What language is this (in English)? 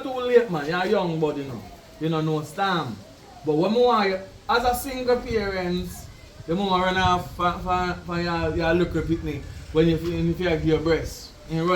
Jamaican Creole English